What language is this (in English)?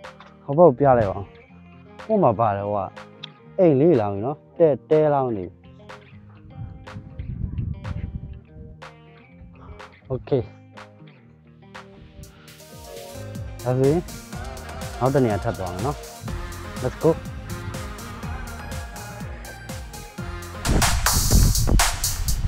Burmese